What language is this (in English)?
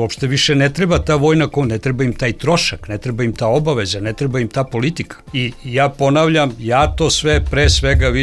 Serbian